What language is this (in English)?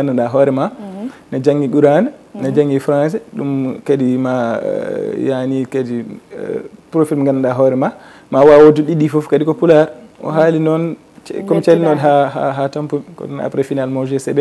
Fula